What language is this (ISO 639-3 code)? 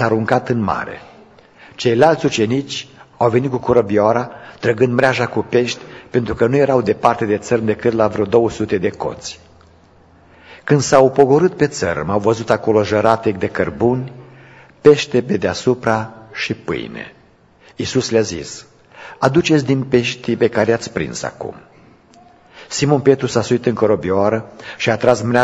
ron